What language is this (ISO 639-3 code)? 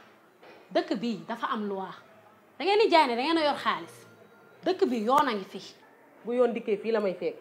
wol